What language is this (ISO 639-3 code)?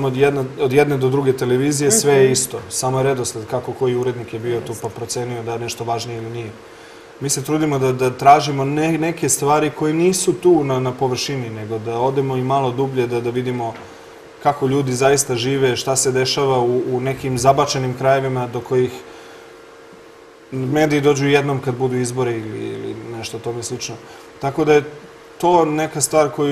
srp